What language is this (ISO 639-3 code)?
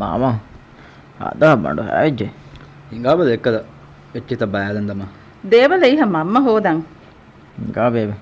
div